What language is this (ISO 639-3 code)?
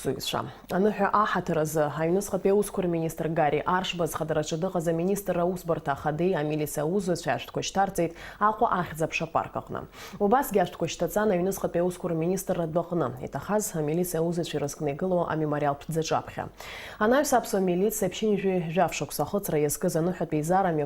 abk